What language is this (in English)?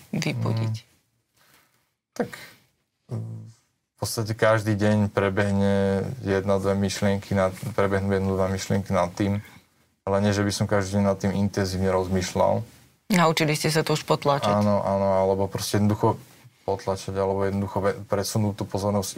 Slovak